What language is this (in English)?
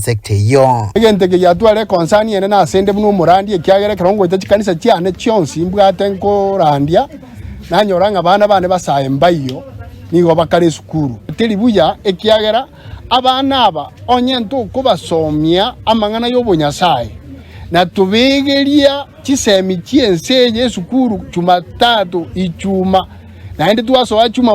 Gusii